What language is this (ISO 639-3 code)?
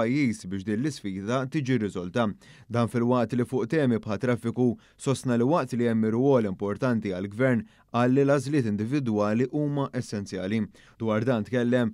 mlt